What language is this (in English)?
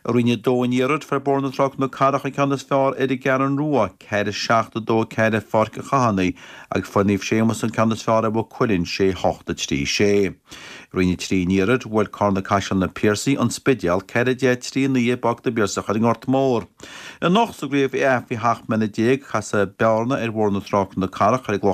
Irish